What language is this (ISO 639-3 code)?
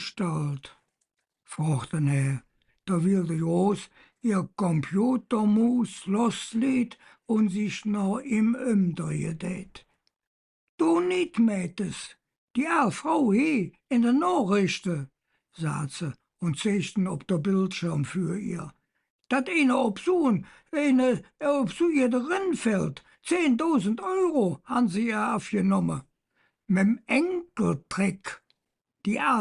ksh